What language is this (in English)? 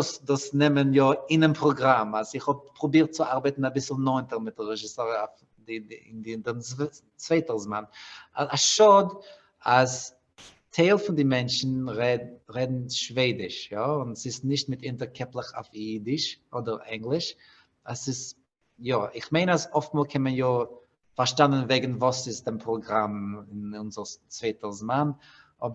Yiddish